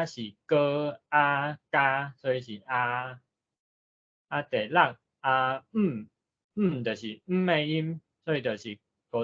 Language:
Min Nan Chinese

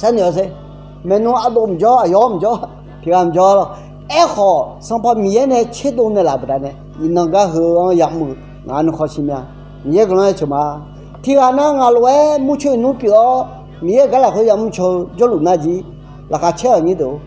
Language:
Akha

